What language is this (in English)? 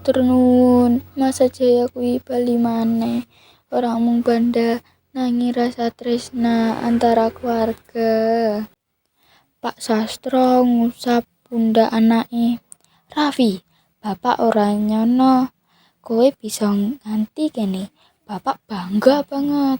Javanese